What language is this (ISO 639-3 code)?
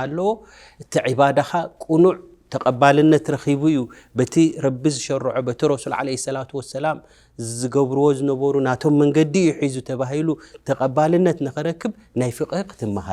tir